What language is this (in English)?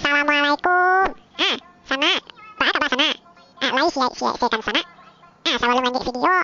Minangkabau